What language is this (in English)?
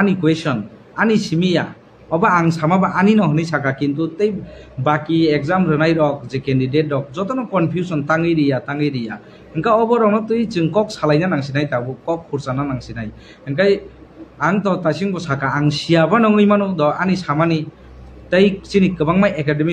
Kok Borok